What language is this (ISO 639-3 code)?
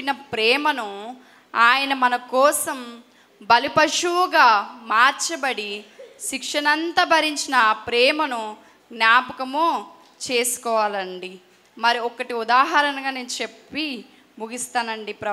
tel